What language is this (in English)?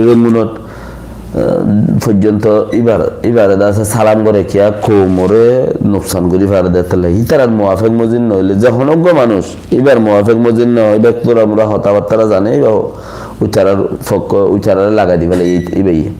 Rohingya